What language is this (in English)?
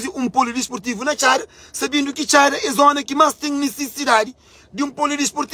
Kabuverdianu